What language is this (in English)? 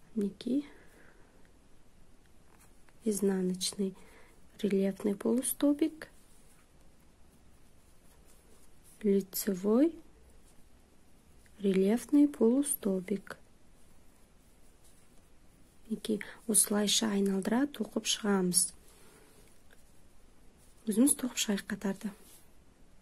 Kazakh